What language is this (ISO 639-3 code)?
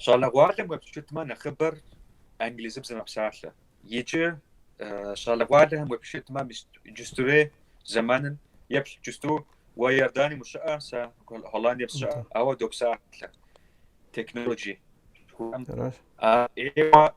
kbd